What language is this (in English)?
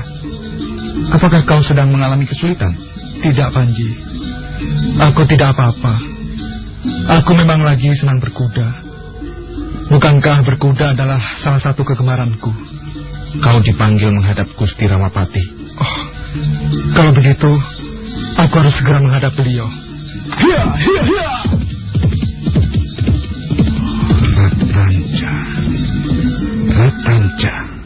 Indonesian